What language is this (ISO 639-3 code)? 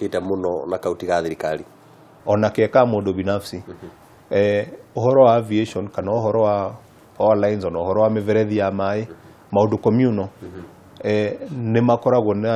kik